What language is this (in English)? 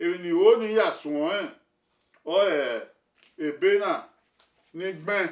Bini